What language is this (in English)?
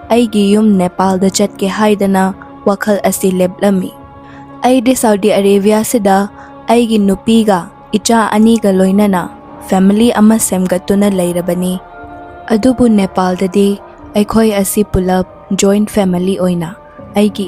Manipuri